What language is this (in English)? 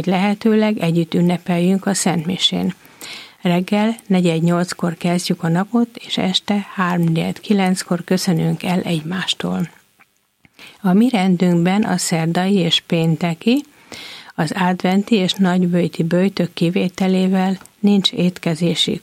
Hungarian